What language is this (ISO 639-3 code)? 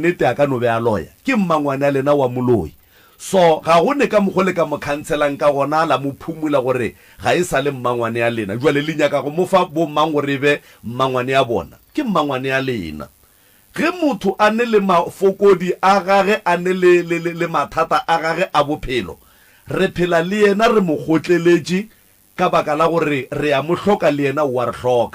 nso